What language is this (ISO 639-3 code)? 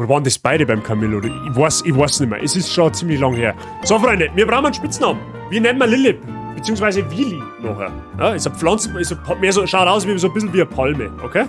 bar